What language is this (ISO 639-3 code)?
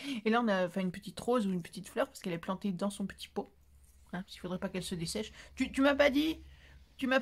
fra